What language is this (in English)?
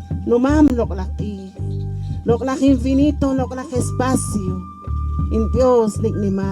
Poqomchi'